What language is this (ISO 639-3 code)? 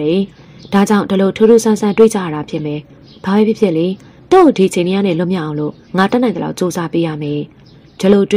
mya